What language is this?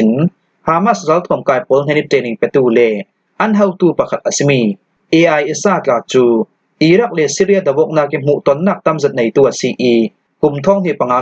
Hakha Chin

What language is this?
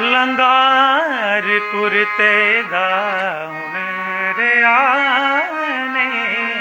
Dogri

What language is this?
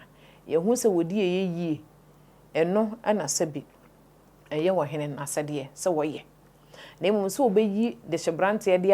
Akan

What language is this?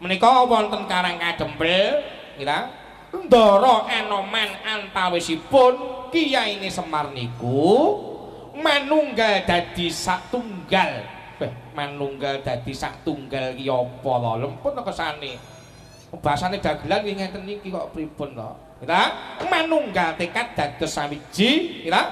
Javanese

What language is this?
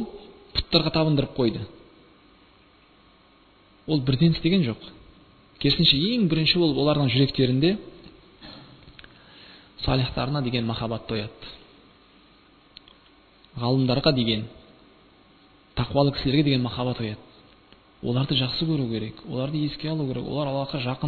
Kazakh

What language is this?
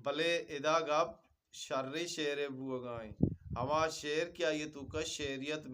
Eastern Balochi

